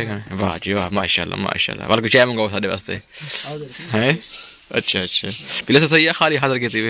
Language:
Saraiki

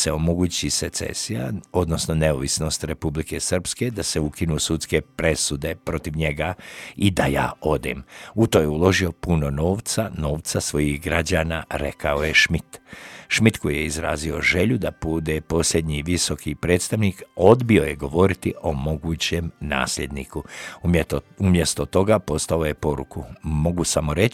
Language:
Croatian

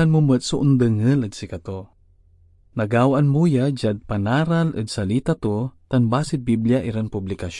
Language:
Pangasinan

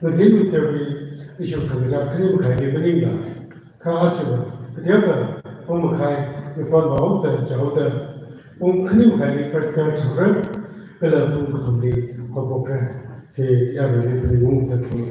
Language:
Tangkhul Naga (India)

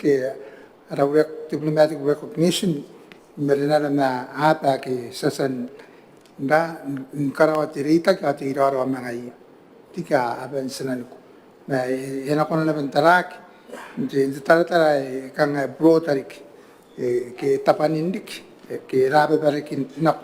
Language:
Gilbertese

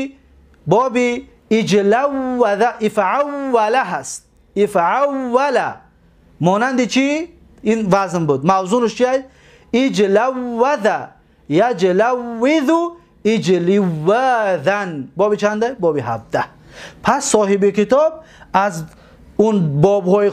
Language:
Tajik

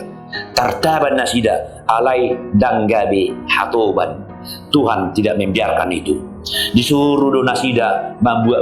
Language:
Batak Toba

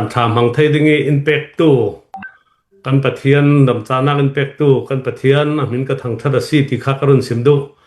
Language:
Hakha Chin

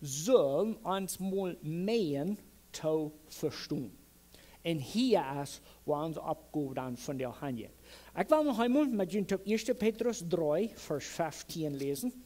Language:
Plautdietsch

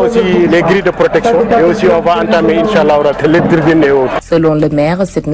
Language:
French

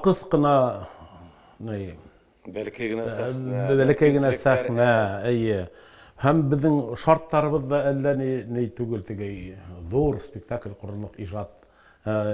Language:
Bashkir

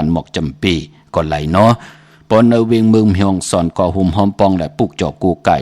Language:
Shan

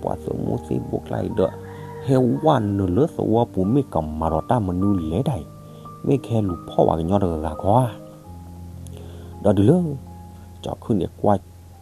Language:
S'gaw Karen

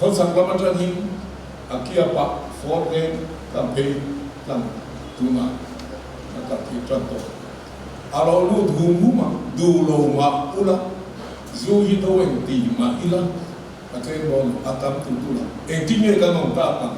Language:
Mizo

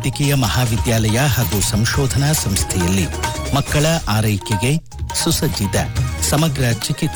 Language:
Kannada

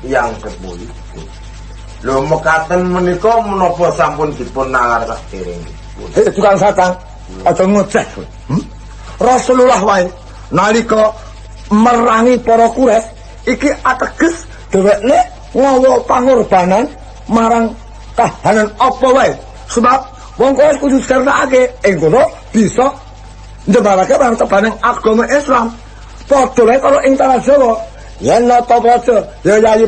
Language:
Javanese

